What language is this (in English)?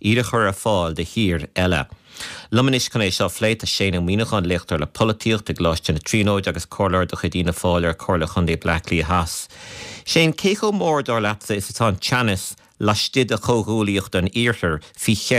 Irish